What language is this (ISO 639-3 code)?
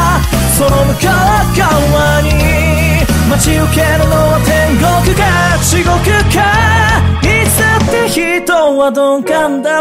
jpn